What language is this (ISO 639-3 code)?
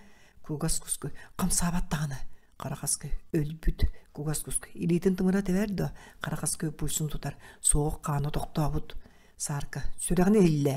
sah